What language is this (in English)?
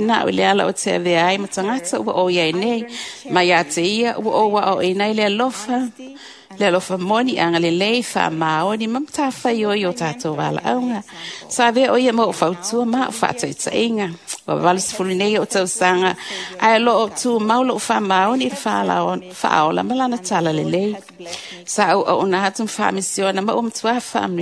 Samoan